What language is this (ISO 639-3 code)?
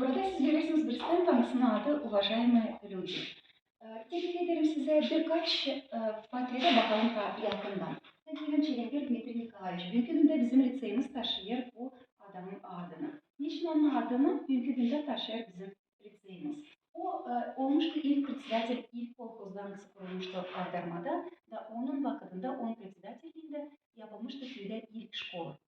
gag